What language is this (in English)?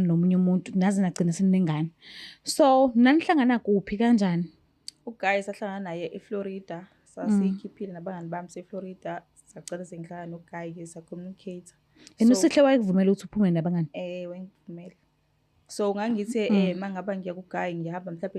Zulu